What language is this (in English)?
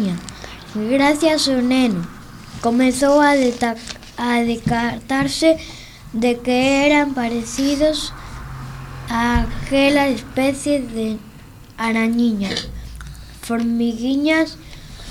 Galician